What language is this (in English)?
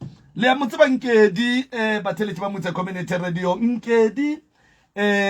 Northern Sotho